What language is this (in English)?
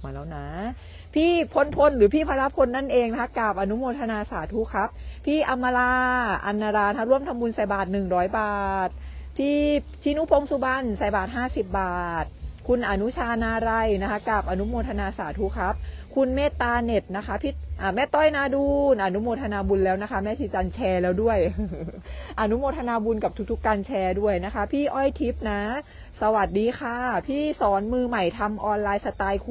Thai